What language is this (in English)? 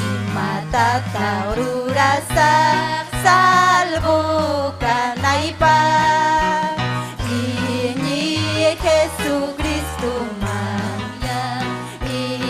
Ayacucho Quechua